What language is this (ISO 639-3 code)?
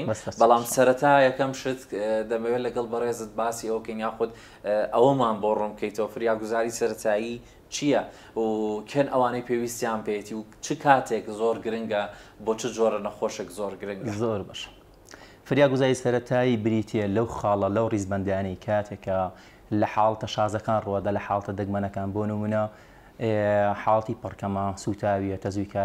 ckb